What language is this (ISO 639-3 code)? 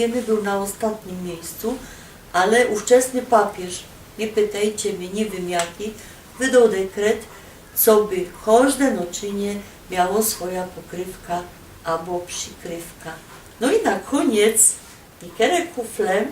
szl